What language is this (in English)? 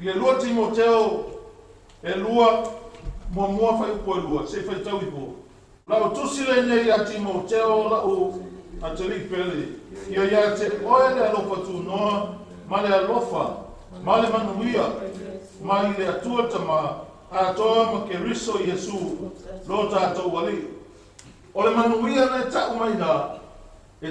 Samoan